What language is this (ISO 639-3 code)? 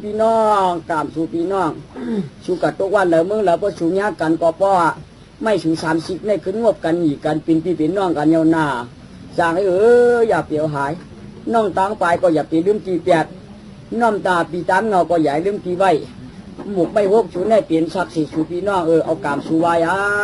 shn